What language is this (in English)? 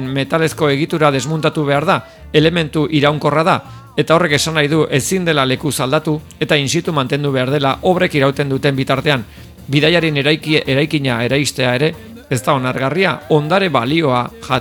Basque